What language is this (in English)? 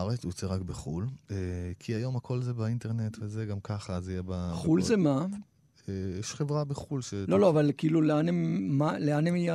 Hebrew